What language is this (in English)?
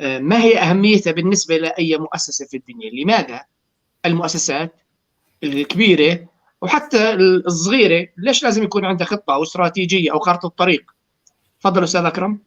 North Levantine Arabic